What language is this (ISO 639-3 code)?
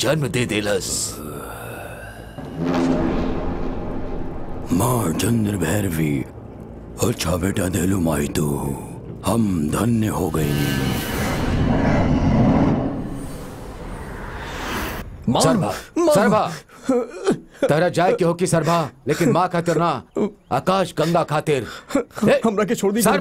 bho